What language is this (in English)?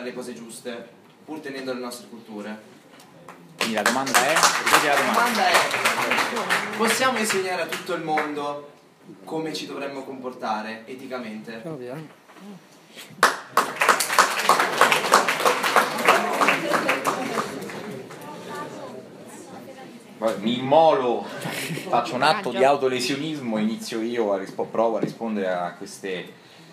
Italian